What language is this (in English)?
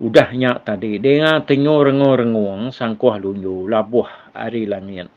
Iban